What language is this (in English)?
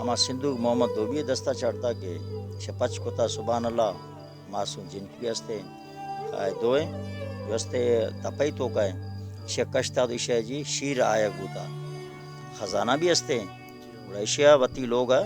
Baluchi